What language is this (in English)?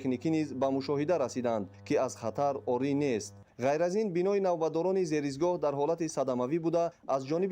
Tajik